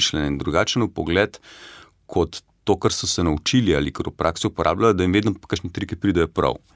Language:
Slovenian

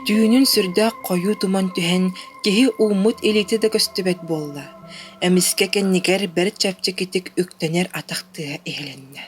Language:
Yakut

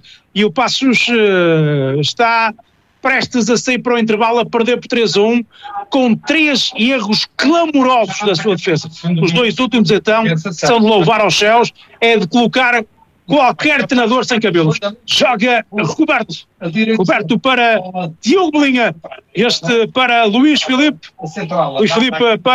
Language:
Portuguese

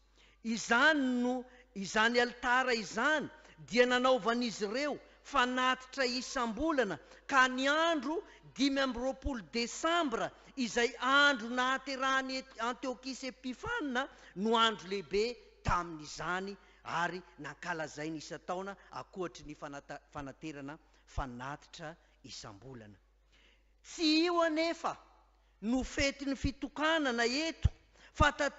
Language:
Malagasy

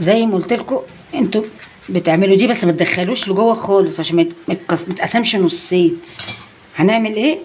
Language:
Egyptian Arabic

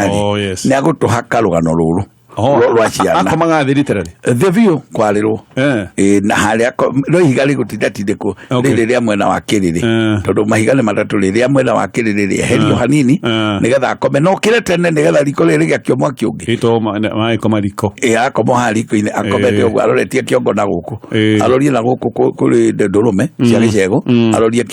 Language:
Kikuyu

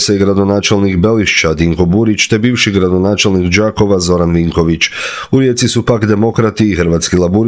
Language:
Croatian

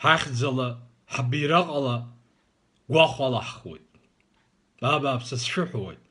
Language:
Abkhazian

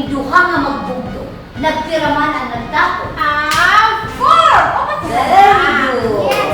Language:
Waray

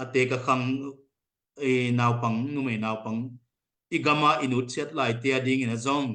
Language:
Tedim Chin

